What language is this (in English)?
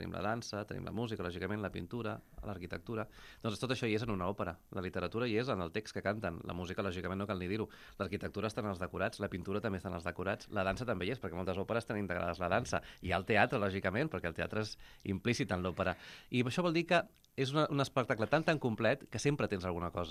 Catalan